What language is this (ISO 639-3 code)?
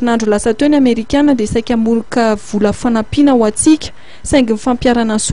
mlg